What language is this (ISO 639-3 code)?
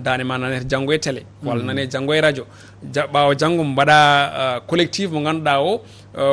ful